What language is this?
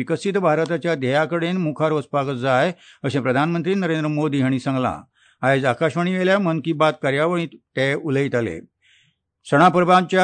Konkani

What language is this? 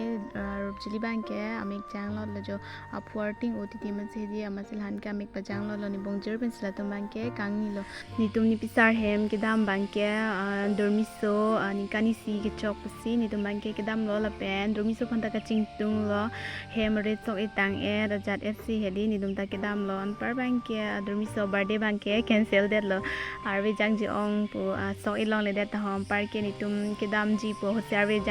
Karbi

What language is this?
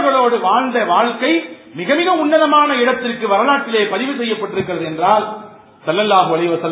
Tamil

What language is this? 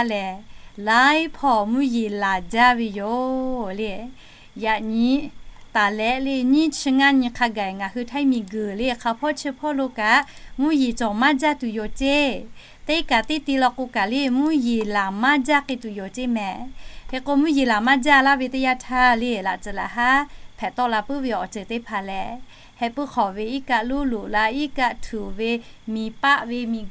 Lahu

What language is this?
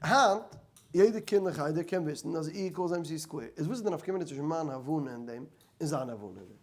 Yiddish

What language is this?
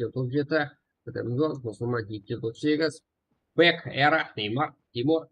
Kara-Kalpak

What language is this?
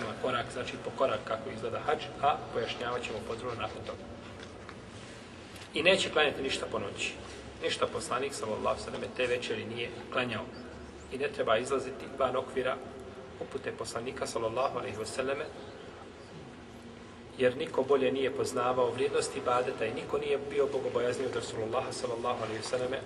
Bosnian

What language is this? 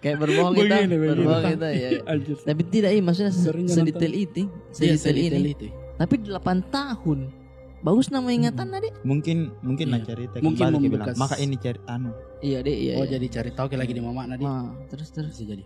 Makassar Malay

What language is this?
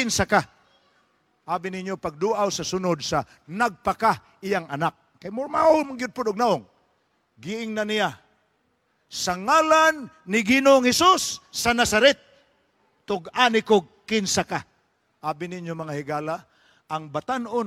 Cebuano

